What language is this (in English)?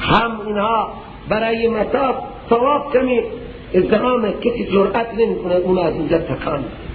Persian